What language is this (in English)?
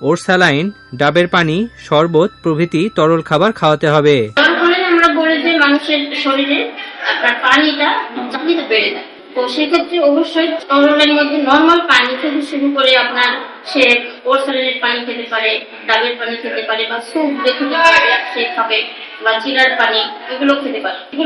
Bangla